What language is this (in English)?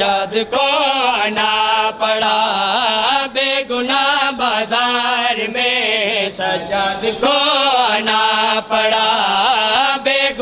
Urdu